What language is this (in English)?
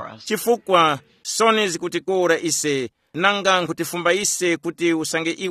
Tumbuka